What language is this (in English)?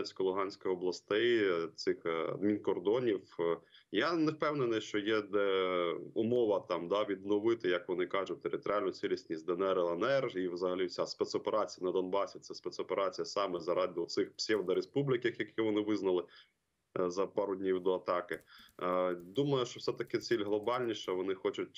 Ukrainian